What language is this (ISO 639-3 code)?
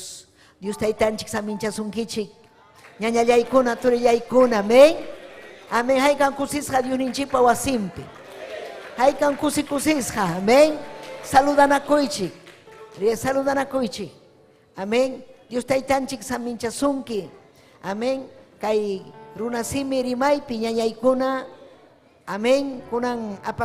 quy